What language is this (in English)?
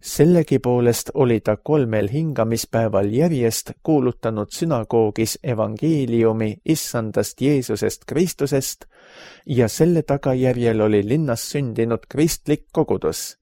Estonian